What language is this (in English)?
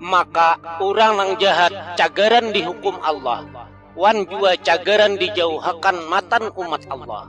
Banjar